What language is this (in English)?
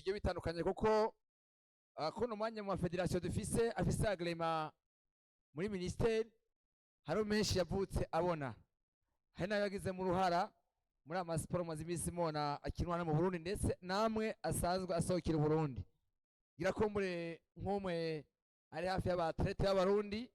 Rundi